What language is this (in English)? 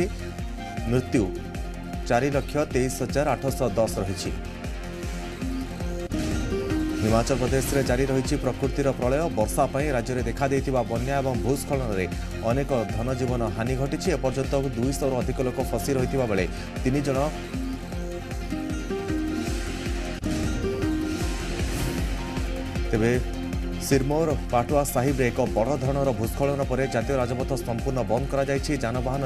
Odia